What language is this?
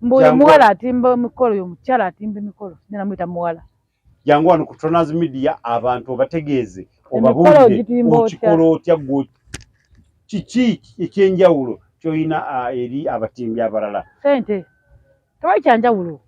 Ganda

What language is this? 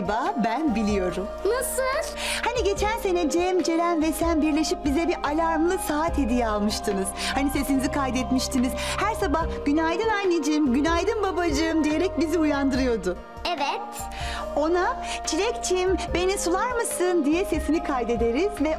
Turkish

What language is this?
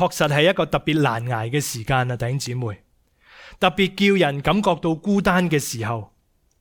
Cantonese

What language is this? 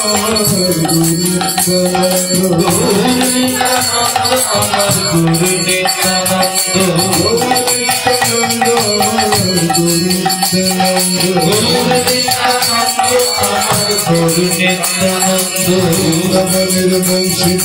Bangla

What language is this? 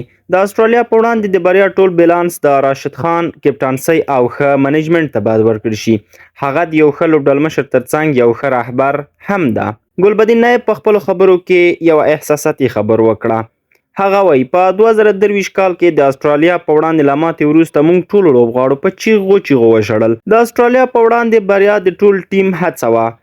Pashto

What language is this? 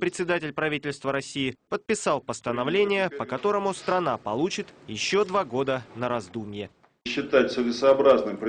Russian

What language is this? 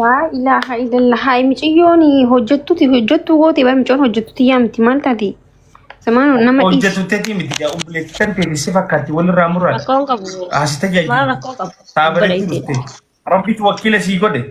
Oromo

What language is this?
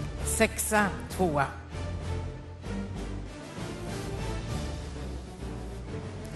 Swedish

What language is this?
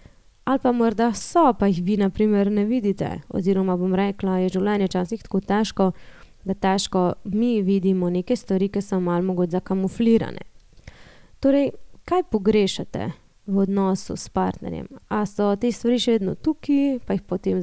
Slovenian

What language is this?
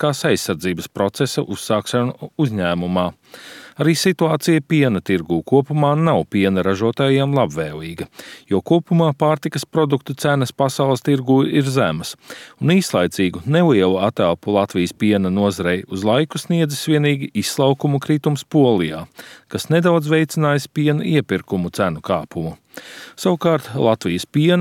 Latvian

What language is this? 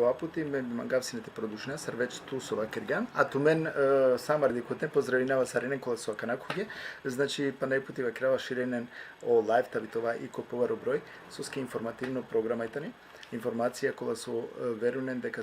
Balkan Romani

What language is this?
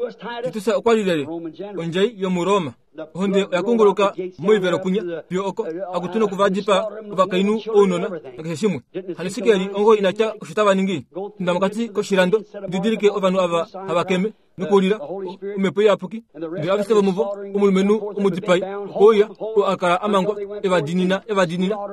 Kuanyama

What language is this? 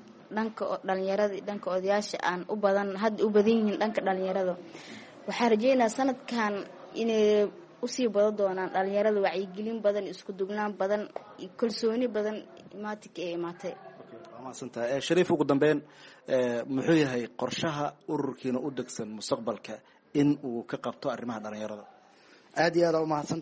Somali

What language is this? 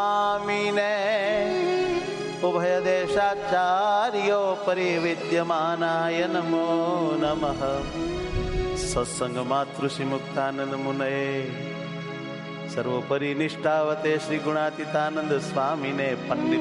Gujarati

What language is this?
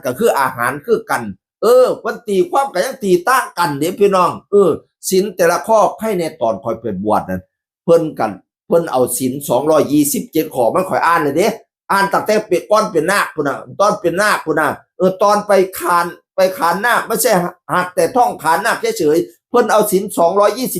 Northeastern Thai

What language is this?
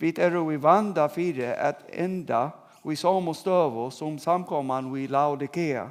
Faroese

